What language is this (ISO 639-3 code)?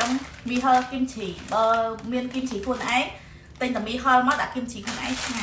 khm